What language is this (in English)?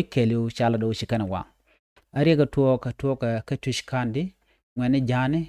Nuer